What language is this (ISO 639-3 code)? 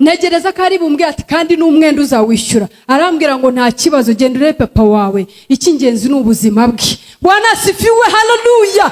kin